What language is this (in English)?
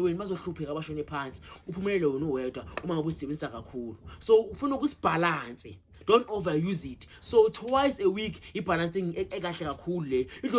Zulu